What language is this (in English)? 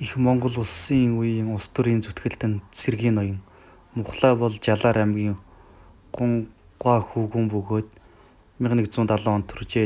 Mongolian